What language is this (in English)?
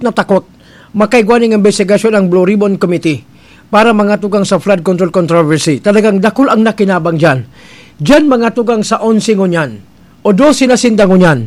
Bikol